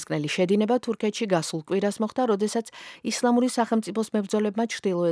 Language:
Georgian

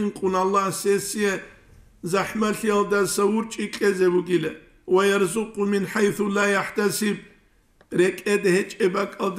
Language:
Avaric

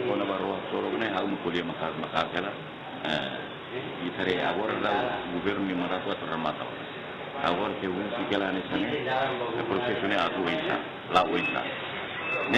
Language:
Tetum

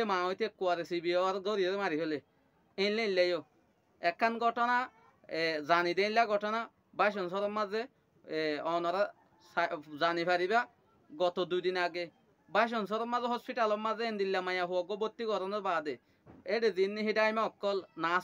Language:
Rohingya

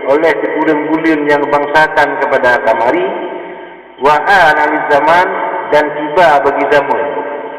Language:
Achinese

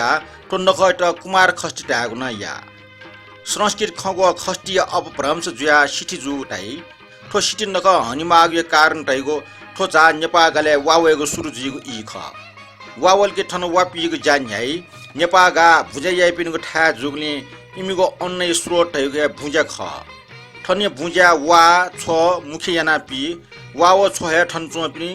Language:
Newari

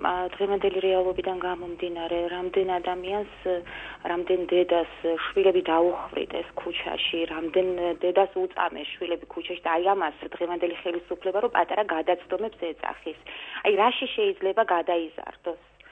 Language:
Georgian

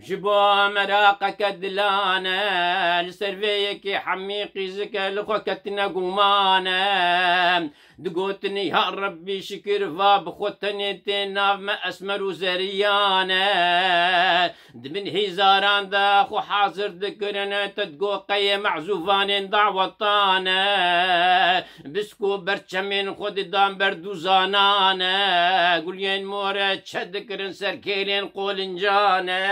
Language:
Kurdish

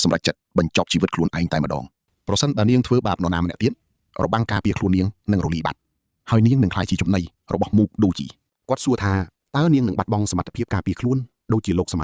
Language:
Khmer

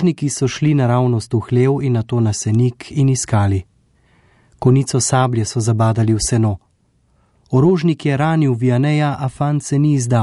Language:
Slovenian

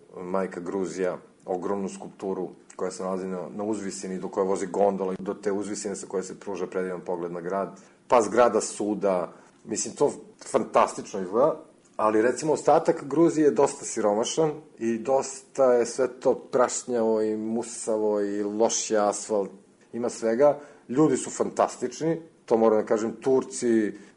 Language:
Serbian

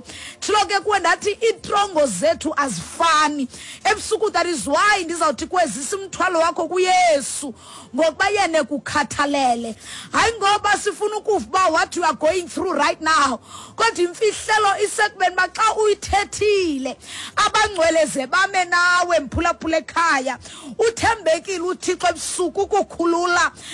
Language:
Xhosa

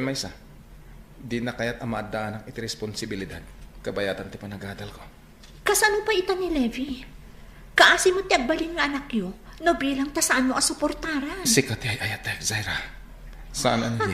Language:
Iloko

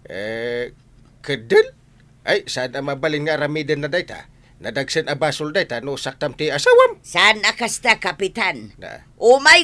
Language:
Iloko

